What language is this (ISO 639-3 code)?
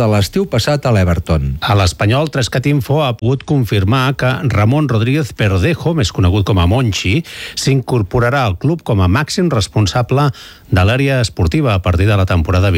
cat